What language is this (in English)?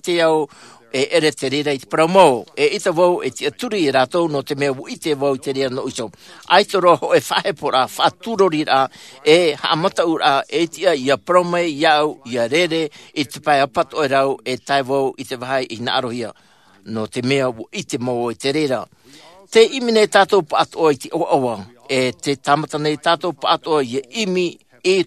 Tahitian